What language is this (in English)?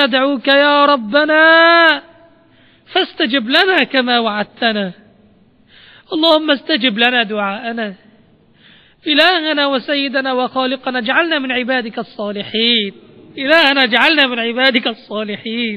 Arabic